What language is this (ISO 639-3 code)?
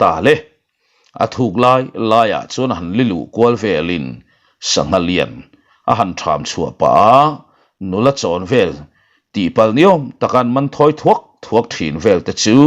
lus